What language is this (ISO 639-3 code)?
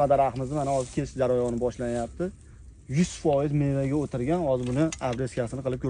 uzb